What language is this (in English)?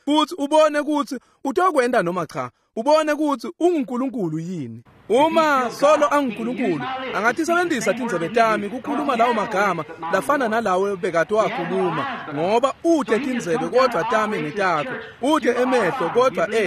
Swati